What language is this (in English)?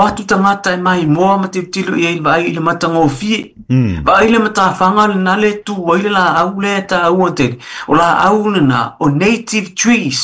Samoan